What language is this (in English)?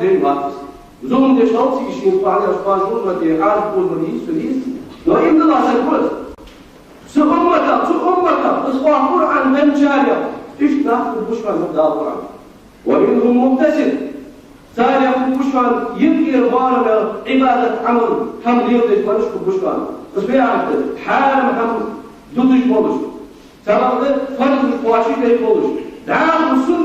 Ingush